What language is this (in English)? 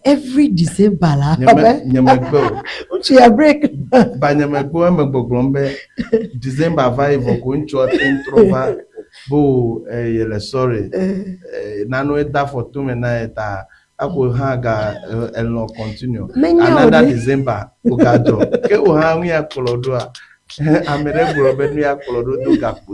Ewe